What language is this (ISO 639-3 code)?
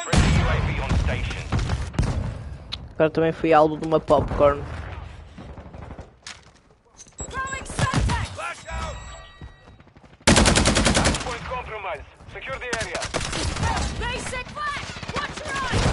por